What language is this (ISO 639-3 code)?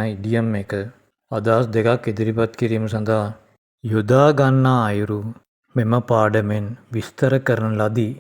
sin